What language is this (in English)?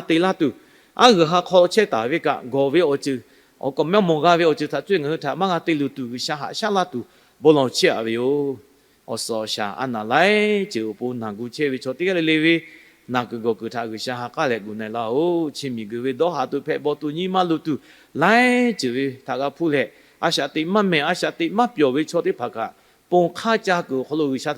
Lahu